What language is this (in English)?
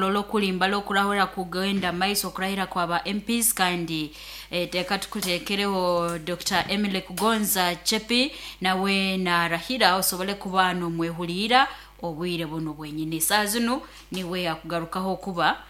Nyoro